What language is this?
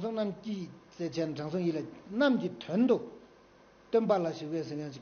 Tibetan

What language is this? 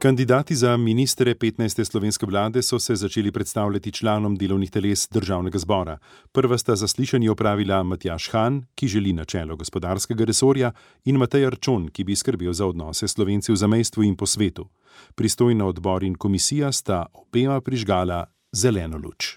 Slovenian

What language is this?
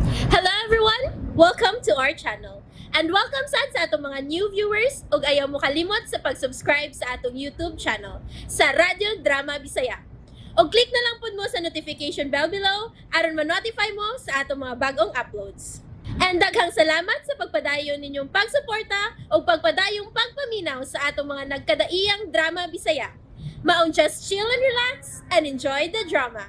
Cebuano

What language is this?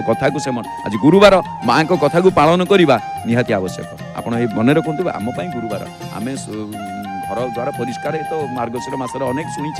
Odia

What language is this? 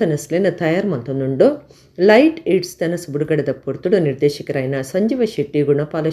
Tulu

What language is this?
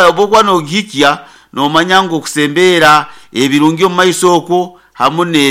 Nyoro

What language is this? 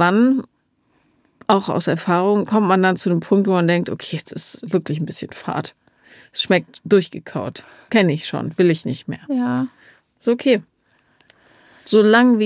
German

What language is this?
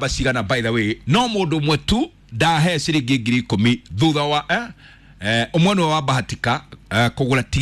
Kikuyu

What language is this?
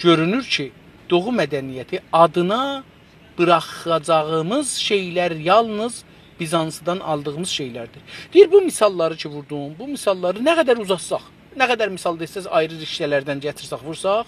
South Azerbaijani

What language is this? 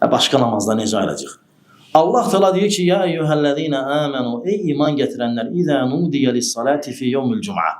Azerbaijani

